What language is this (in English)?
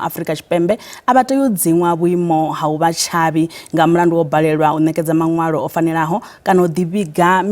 Venda